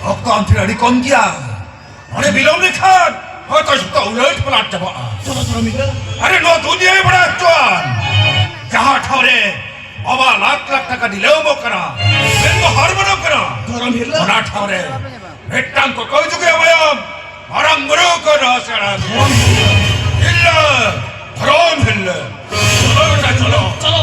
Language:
Santali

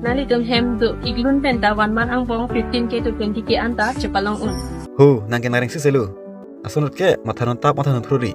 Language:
Karbi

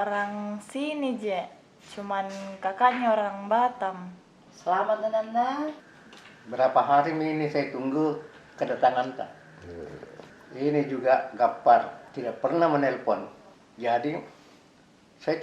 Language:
Makassar Malay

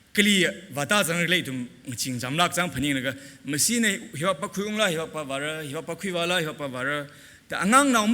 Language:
Tangkhul Naga (India)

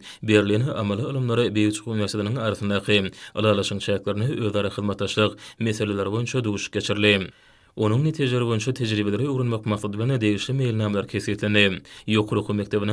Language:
Turkmen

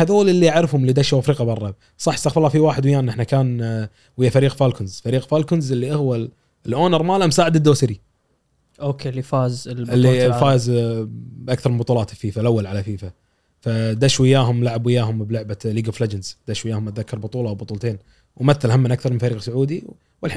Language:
Gulf Arabic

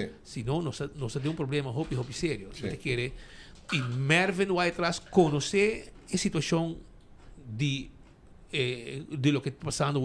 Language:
Papiamento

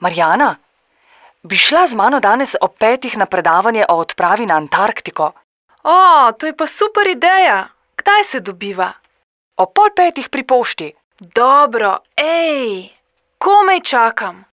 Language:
Slovenian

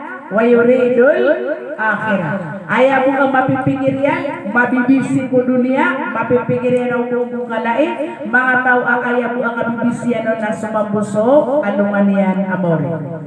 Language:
Maranao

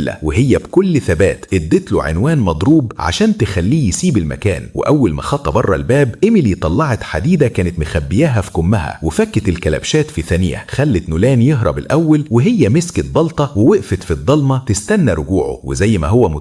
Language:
Egyptian Arabic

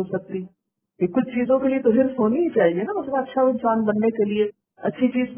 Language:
Urdu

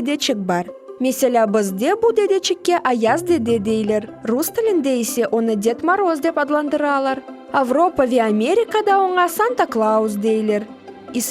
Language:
Crimean Tatar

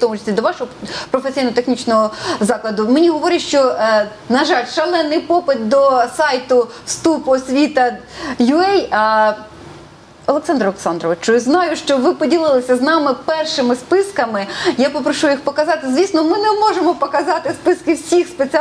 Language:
Ukrainian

